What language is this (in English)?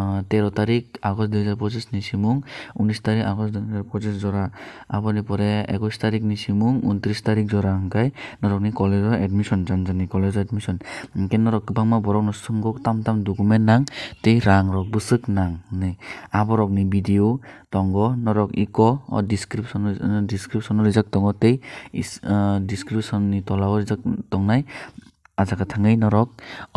Kok Borok